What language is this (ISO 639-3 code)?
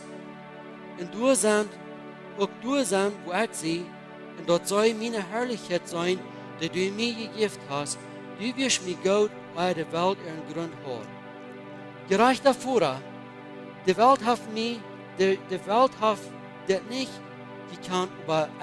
pdt